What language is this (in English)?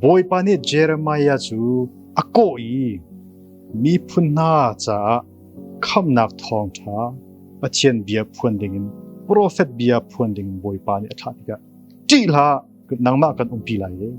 Hakha Chin